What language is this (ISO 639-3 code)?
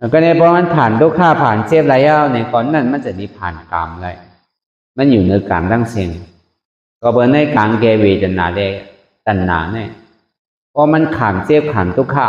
shn